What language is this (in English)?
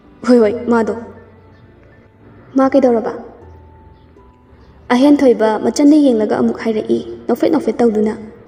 Manipuri